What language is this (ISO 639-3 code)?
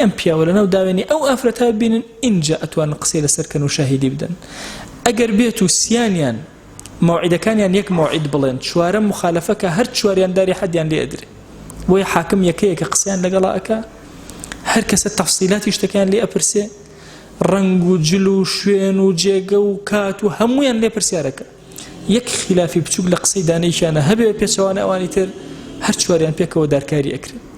ckb